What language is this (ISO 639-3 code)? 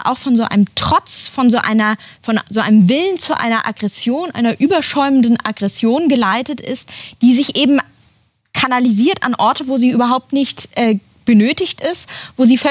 deu